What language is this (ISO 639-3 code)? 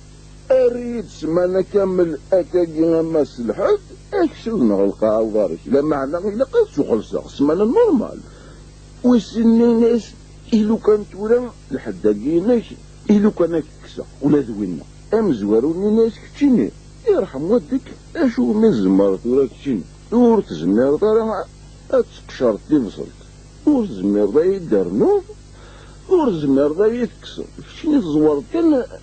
kab